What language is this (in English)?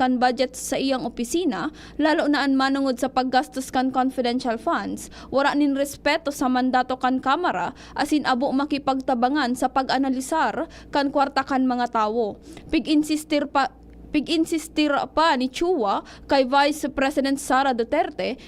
Bikol